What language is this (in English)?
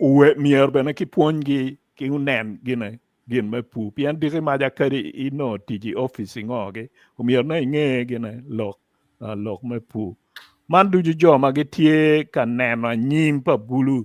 Acoli